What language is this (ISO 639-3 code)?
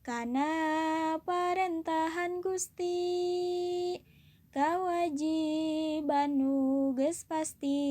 sun